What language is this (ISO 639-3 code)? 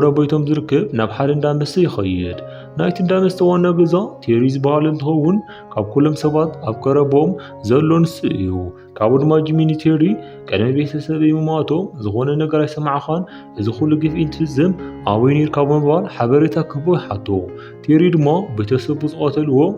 tir